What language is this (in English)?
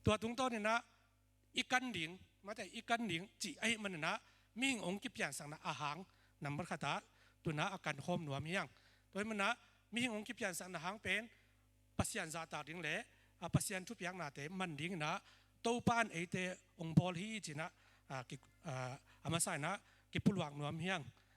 Tedim Chin